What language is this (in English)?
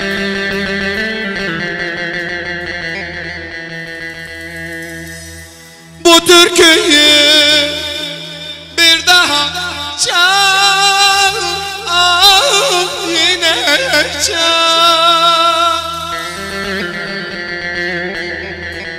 Turkish